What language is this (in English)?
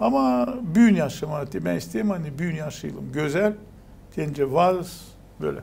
Gagauz